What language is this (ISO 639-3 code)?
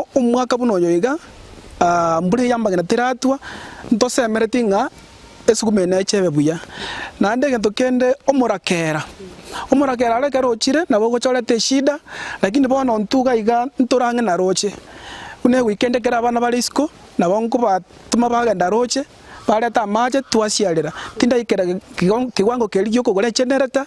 guz